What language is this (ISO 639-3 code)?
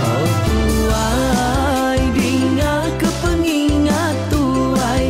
iba